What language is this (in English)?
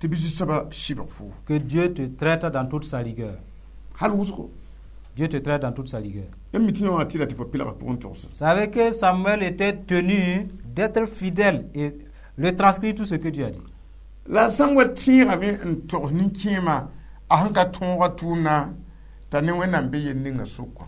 Mossi